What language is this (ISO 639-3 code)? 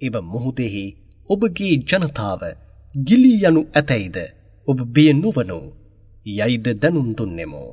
sin